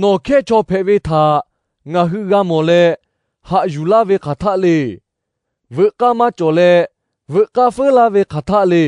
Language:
Lahu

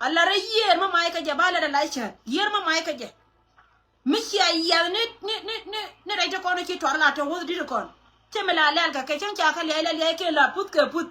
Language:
Nuer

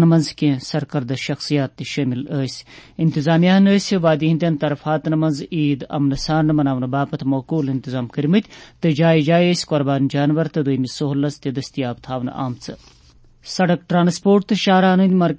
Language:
Kashmiri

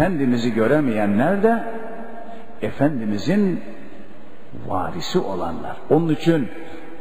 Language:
Turkish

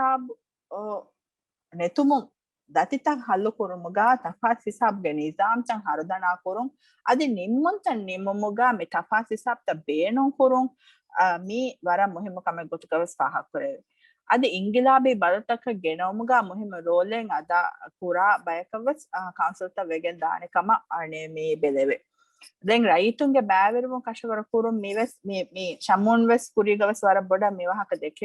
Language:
Divehi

